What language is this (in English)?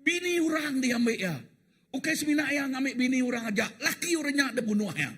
Iban